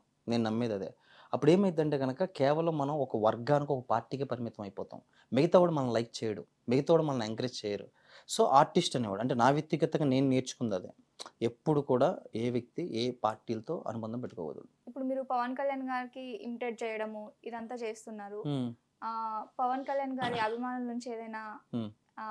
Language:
Telugu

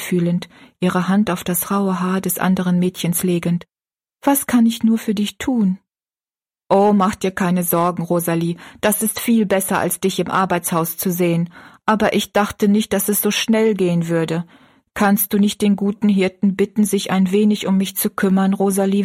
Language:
German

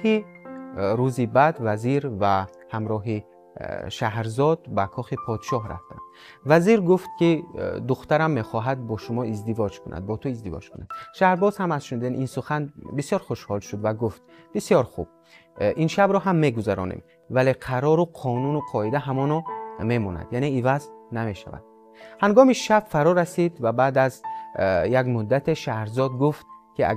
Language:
Tajik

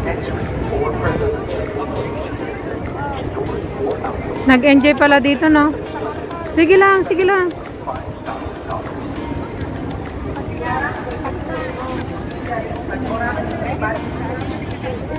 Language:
Filipino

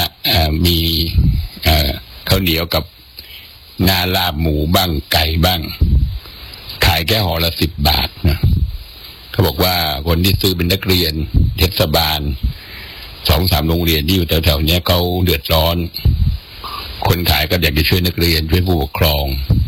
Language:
Thai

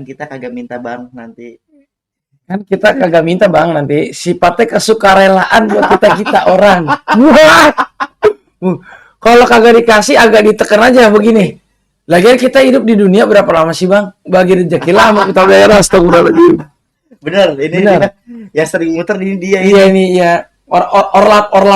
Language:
Betawi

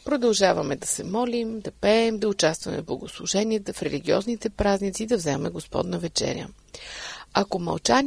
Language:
Bulgarian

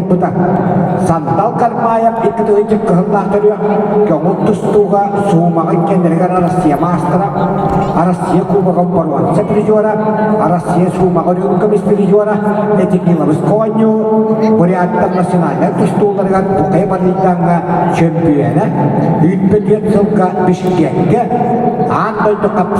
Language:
Yakut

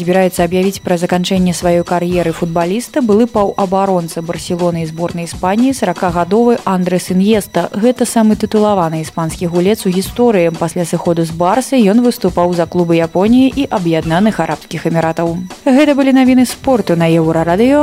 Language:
Belarusian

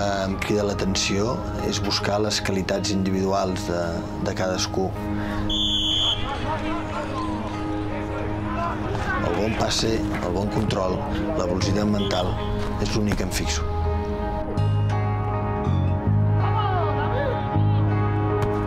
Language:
Catalan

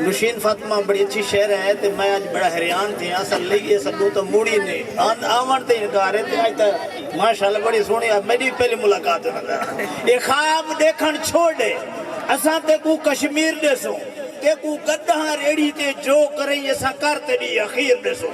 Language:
Saraiki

